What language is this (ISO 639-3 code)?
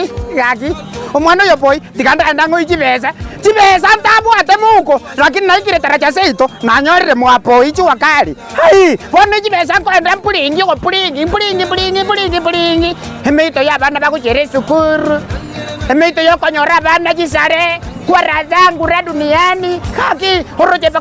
guz